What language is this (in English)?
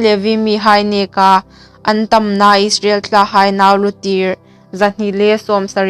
Hmar